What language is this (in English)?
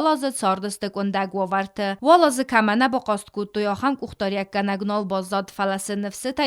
Ossetic